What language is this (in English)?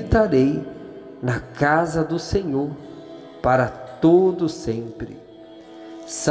Portuguese